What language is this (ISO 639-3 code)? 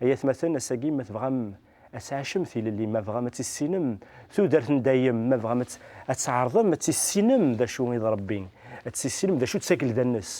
kab